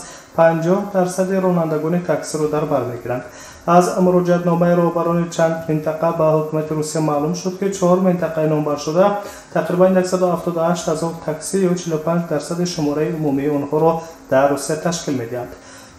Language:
Tajik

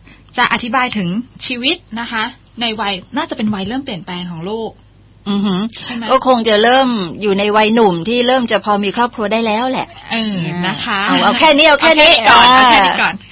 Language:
Thai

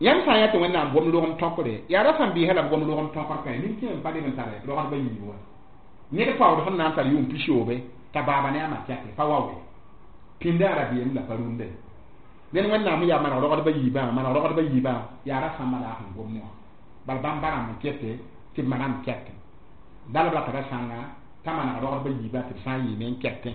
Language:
Mossi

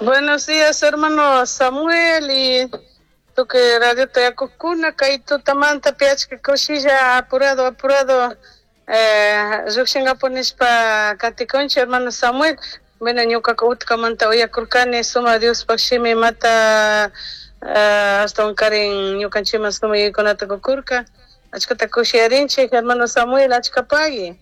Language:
Chimborazo Highland Quichua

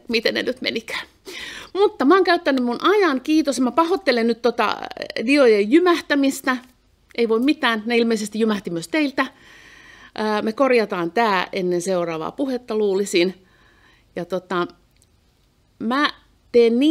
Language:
Finnish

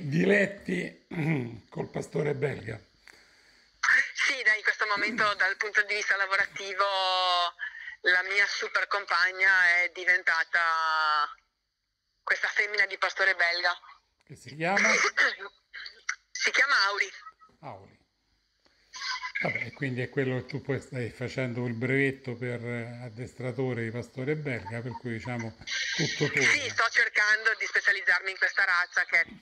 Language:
Italian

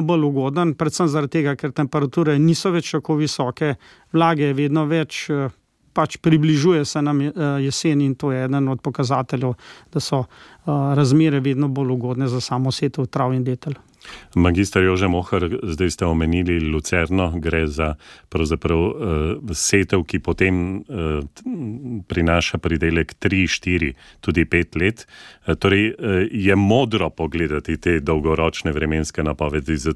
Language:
Slovenian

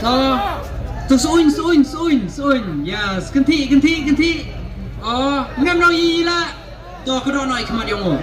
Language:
Khasi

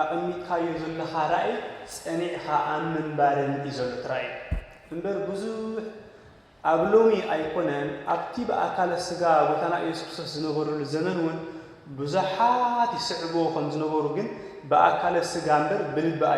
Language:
Tigrinya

